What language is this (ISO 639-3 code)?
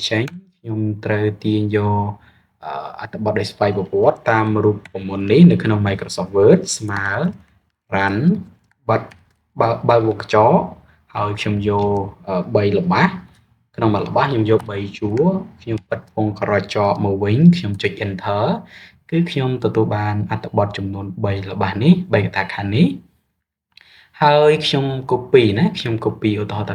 khm